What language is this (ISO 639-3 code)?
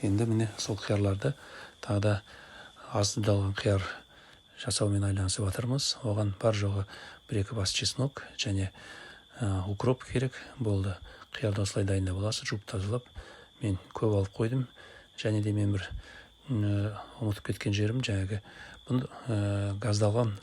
kaz